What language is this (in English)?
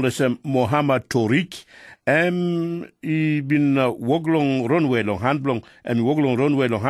Tok Pisin